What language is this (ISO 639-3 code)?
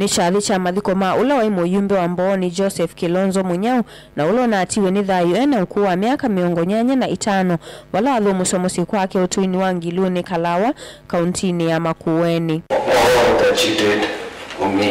kam